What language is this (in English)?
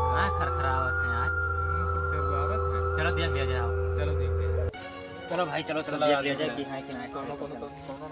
Awadhi